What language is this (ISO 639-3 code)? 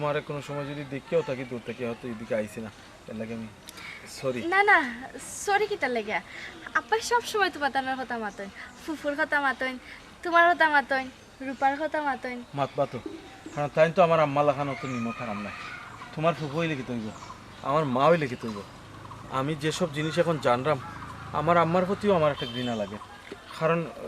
syl